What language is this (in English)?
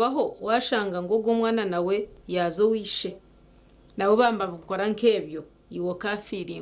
Nyankole